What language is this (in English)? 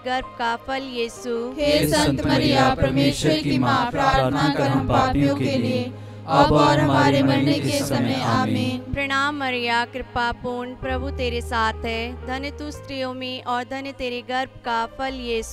Hindi